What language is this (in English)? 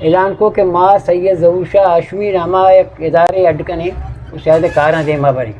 Eastern Balochi